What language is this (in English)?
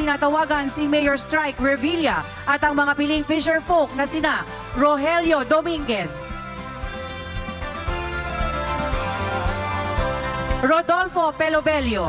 Filipino